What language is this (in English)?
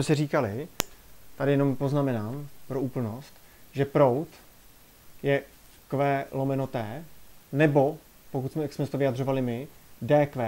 Czech